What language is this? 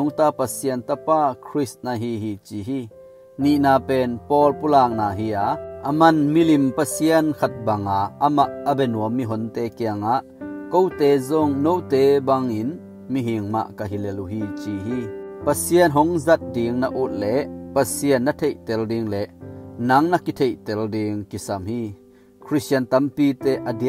Tedim Chin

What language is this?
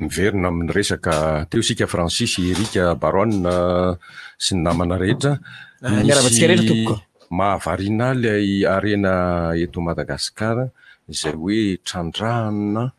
Malagasy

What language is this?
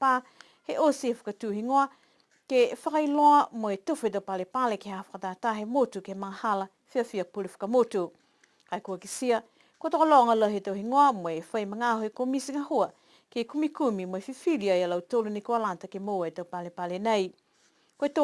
Niuean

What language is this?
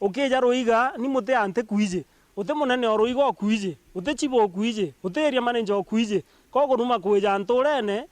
Meru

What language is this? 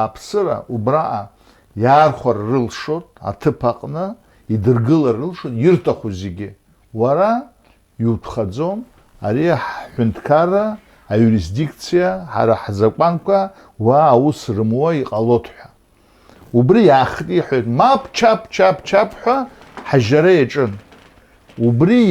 Abkhazian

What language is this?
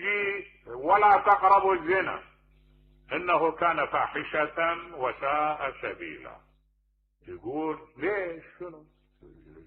Mesopotamian Arabic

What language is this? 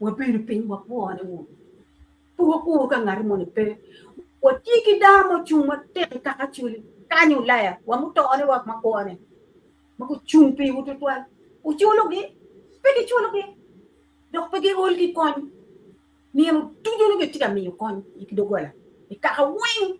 Acoli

